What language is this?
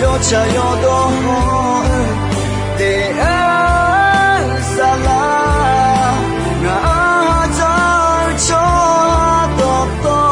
Akha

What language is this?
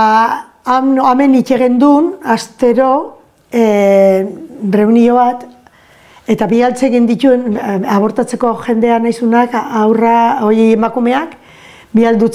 Basque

